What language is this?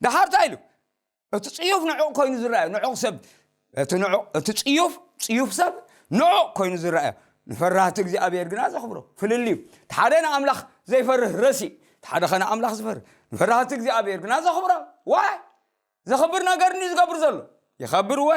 Tigrinya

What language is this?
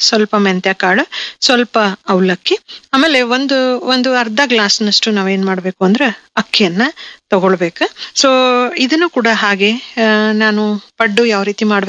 Kannada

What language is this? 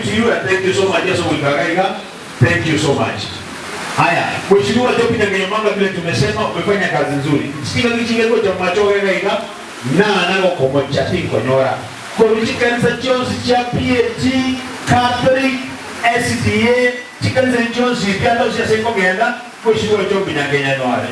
Gusii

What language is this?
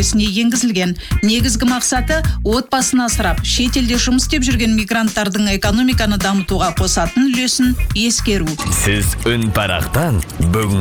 Kazakh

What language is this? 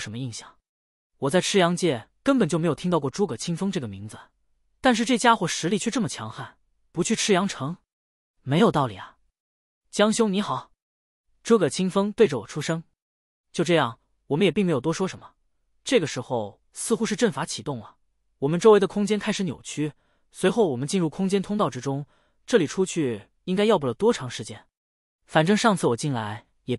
Chinese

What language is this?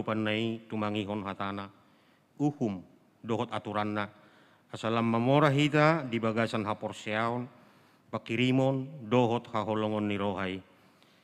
Batak Toba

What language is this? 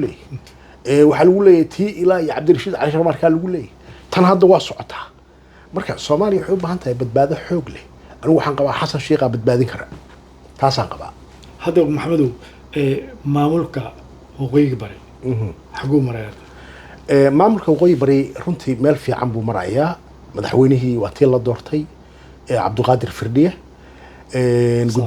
Somali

